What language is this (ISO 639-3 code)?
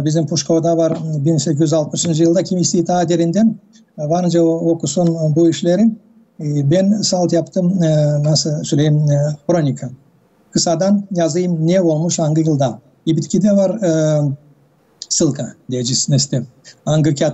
gag